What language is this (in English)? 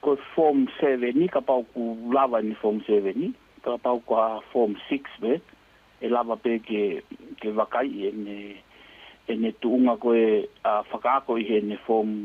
Tongan